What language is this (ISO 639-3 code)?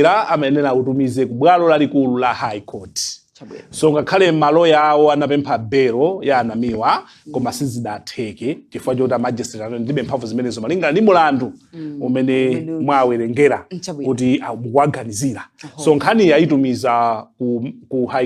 nya